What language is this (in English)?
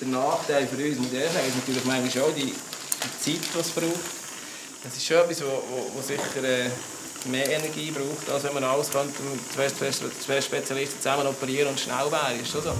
Swiss German